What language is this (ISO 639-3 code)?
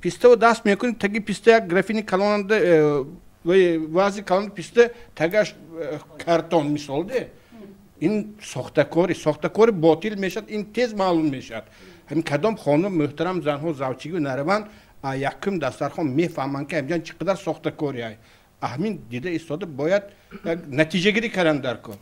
tgk